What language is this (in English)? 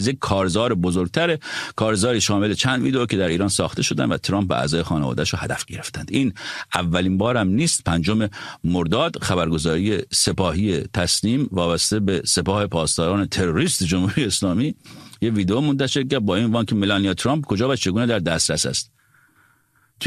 Persian